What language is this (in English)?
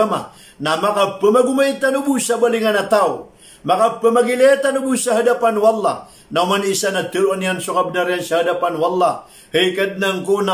Maranao